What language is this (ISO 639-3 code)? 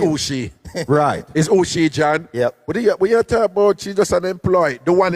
jam